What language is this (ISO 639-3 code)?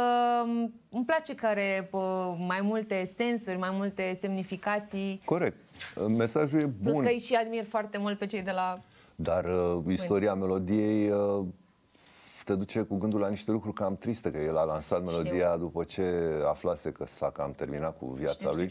ron